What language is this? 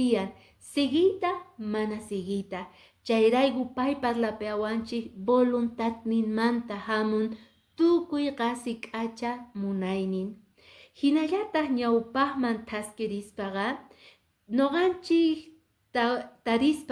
Quechua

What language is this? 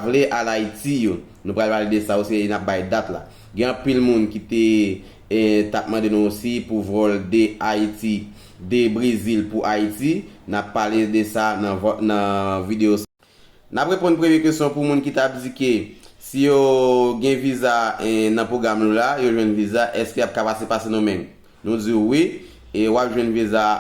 Haitian Creole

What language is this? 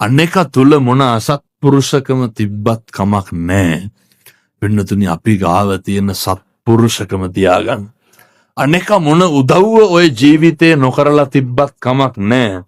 Sinhala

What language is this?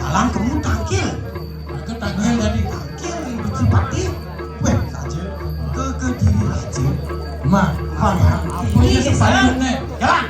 Balinese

